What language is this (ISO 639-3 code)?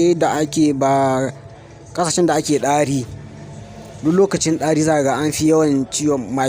hau